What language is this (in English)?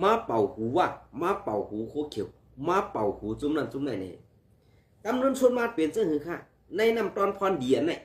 Shan